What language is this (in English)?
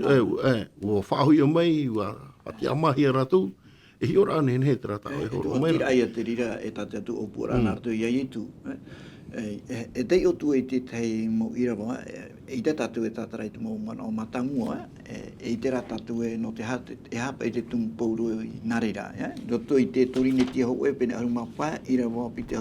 Tahitian